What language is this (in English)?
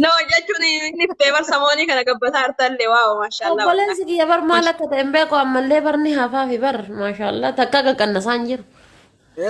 Oromo